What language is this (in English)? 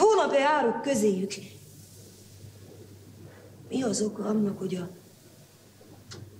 Hungarian